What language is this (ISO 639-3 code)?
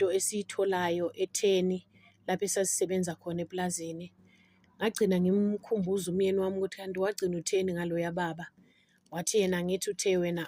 zul